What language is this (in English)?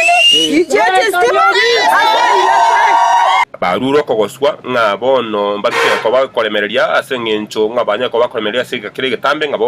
Gusii